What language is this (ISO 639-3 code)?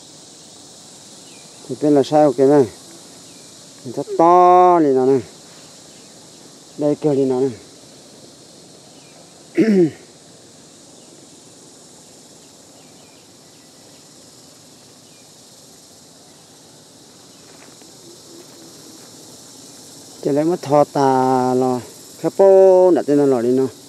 vie